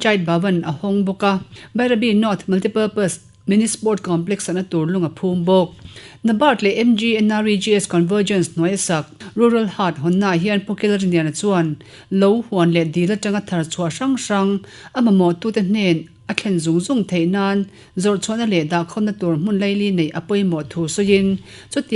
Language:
Mizo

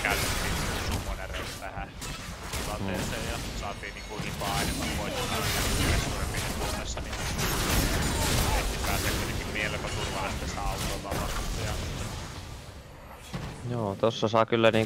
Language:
Finnish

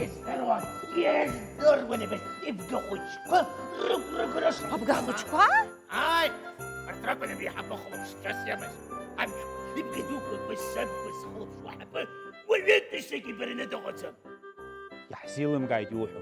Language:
Abkhazian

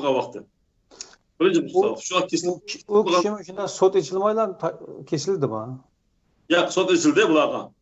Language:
Uyghur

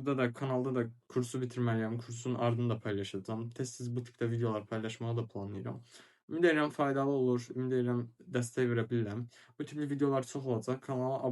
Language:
Azerbaijani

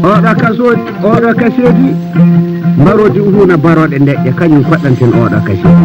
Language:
Fula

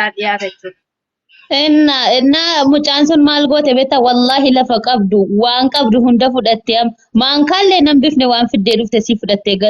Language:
Oromo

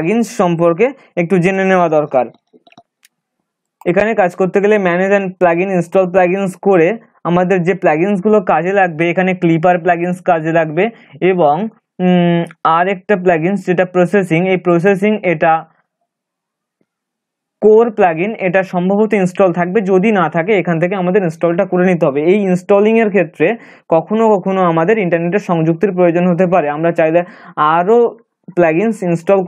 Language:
Bangla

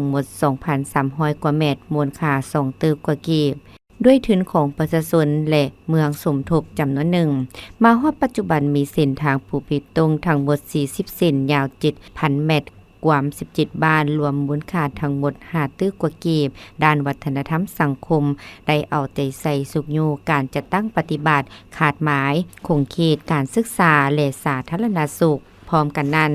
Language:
Lao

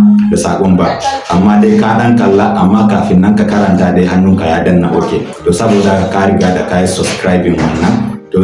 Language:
Hausa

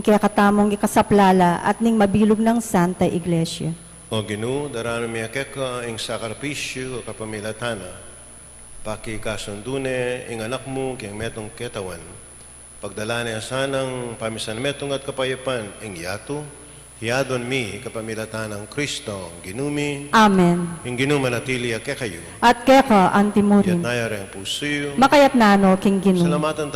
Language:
Pampanga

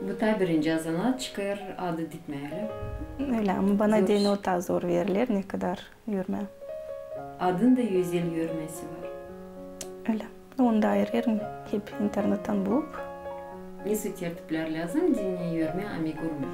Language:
Gagauz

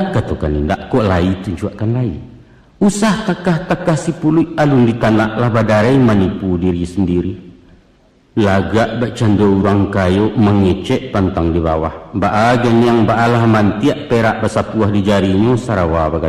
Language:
Minangkabau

